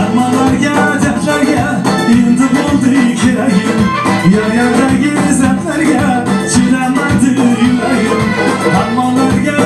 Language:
Kara-Kalpak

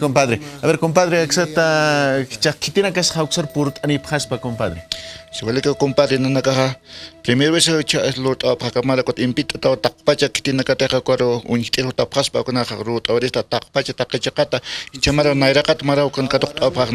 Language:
Aymara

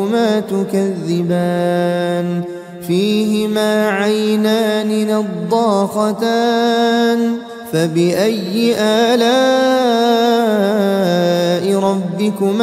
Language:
Arabic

